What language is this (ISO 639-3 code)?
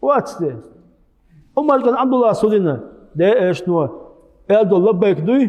che